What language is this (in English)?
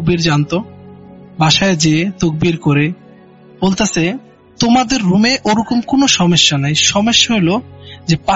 Bangla